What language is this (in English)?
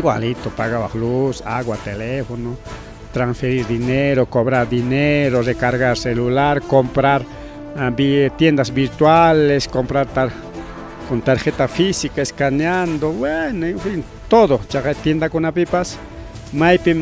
Ayacucho Quechua